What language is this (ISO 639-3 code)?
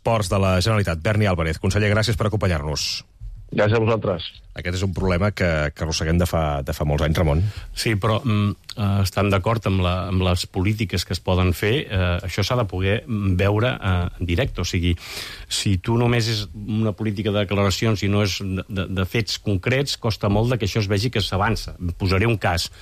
cat